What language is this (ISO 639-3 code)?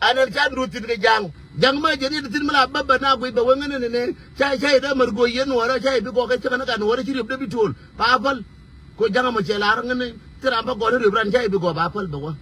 nus